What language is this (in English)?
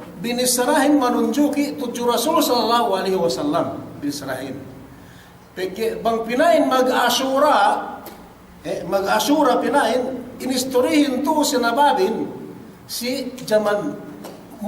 Yakan